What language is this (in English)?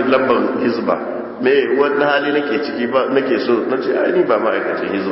Hausa